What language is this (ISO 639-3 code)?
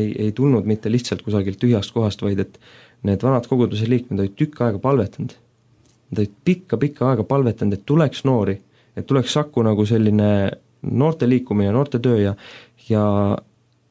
est